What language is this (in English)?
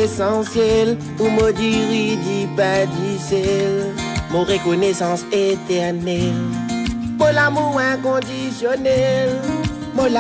Morisyen